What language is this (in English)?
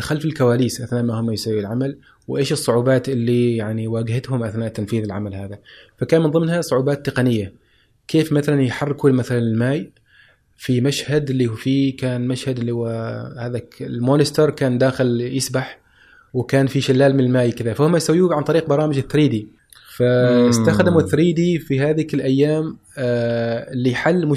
Gulf Arabic